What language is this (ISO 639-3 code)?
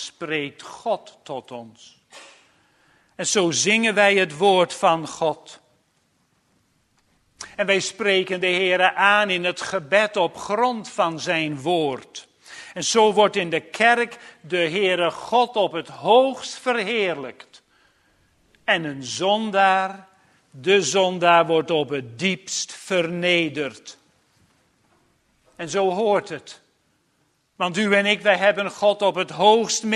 nld